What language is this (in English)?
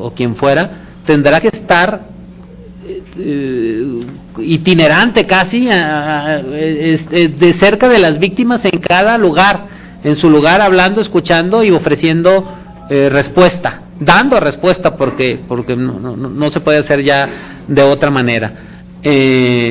Spanish